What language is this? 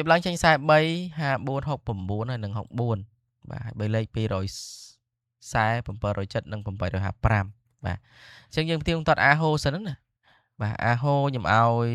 Khmer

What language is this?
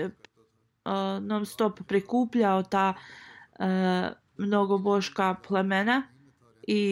Bosnian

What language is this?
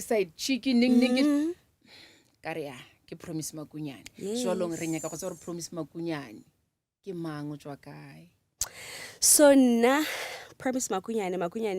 Northern Sotho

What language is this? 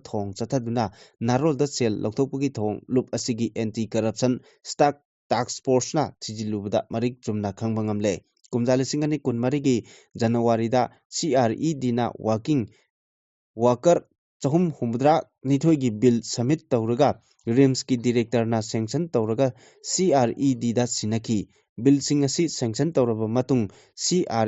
Manipuri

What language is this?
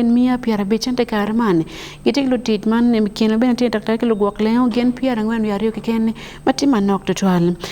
Acoli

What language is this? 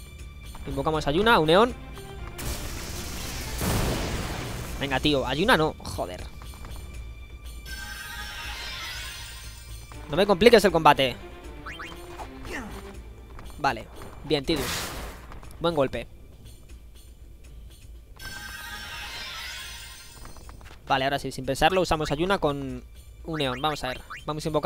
Spanish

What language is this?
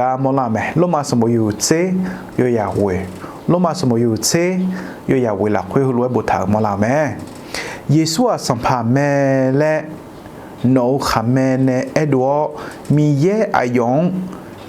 Akha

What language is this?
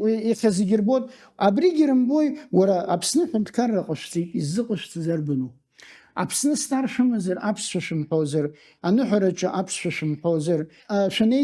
Abkhazian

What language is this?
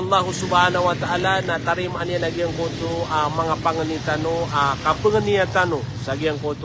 Maranao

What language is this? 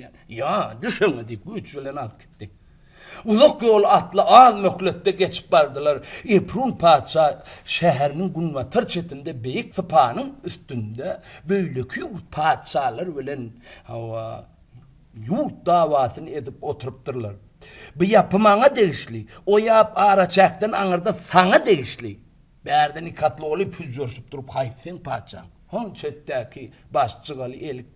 Turkmen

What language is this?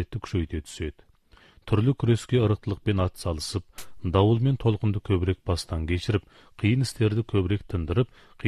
Kazakh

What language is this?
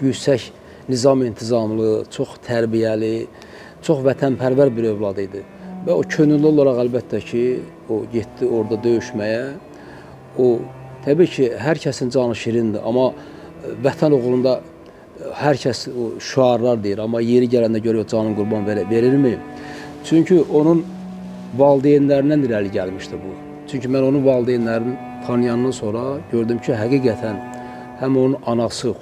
Azerbaijani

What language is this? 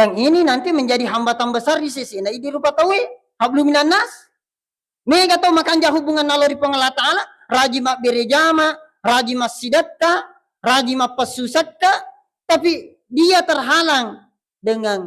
Buginese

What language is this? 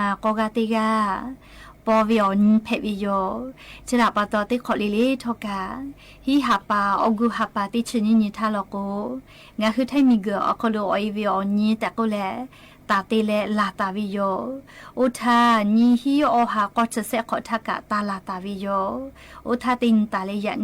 Lahu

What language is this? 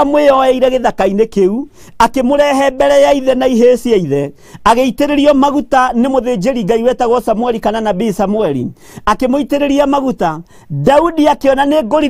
Kikuyu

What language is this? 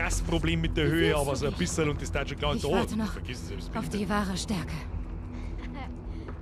Bavarian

